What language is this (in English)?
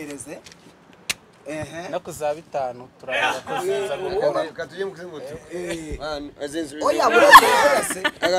Kinyarwanda